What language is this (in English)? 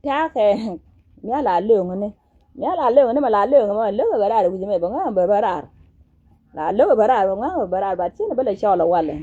Nuer